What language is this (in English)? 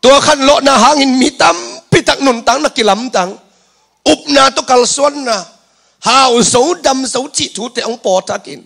Tedim Chin